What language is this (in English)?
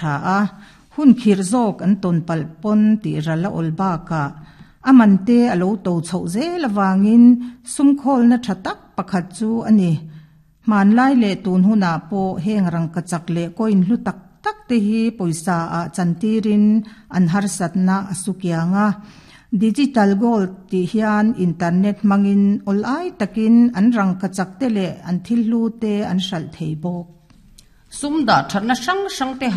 Mizo